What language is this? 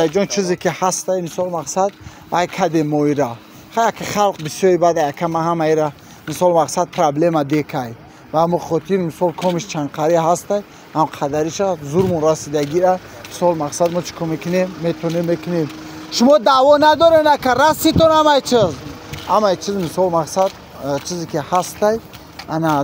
Tajik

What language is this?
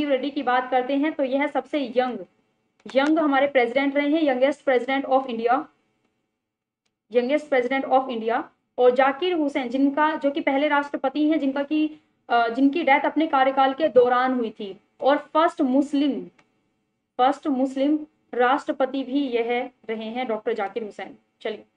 Hindi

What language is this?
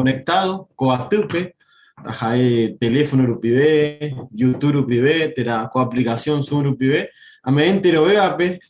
Guarani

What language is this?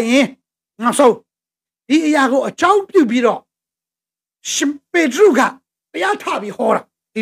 Burmese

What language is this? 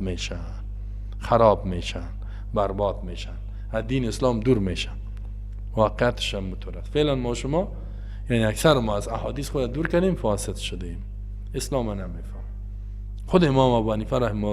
Persian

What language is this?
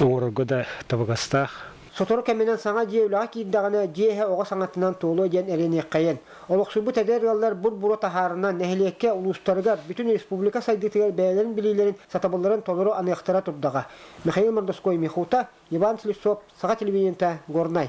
Yakut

